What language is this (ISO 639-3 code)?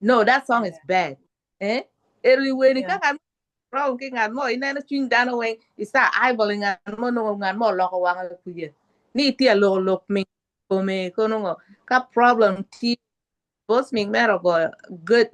ach